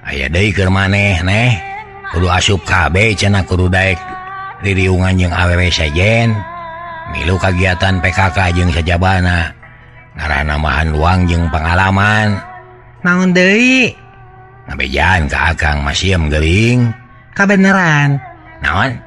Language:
Sundanese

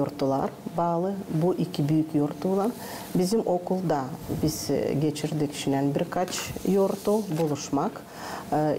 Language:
Gagauz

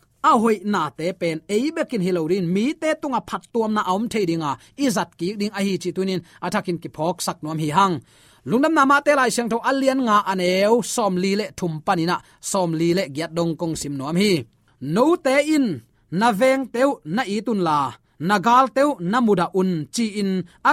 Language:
Tedim Chin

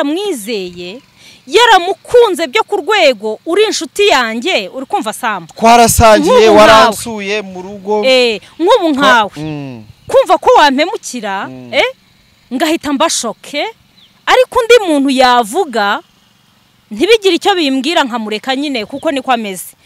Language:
Kinyarwanda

